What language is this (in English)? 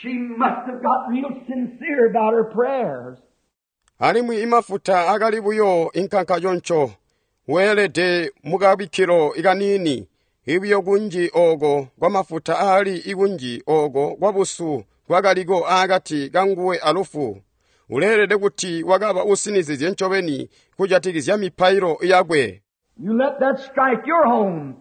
Tonga (Zambia)